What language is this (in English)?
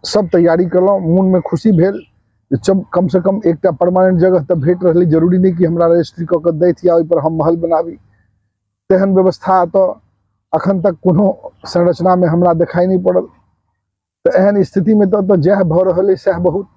Maithili